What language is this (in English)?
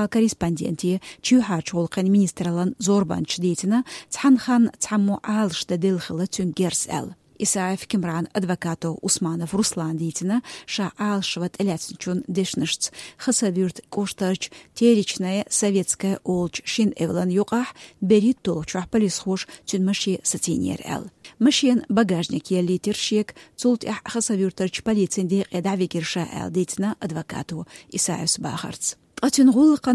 Chechen